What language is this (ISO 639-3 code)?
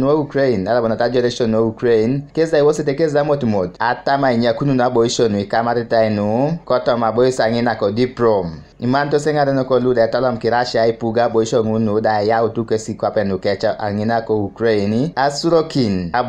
teo